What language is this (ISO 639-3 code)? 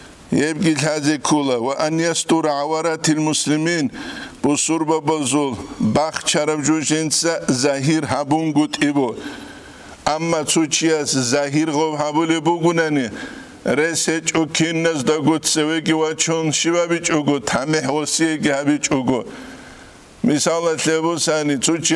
ava